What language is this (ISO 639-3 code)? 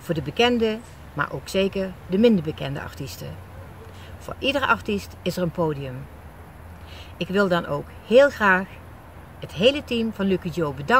nld